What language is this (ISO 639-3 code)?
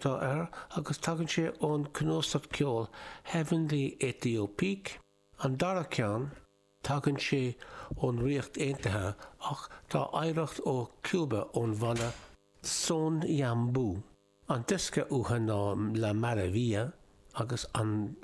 gle